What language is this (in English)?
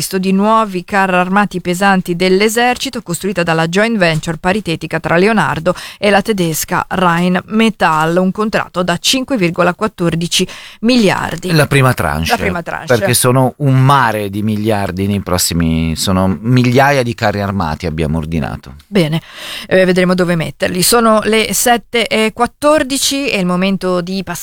Italian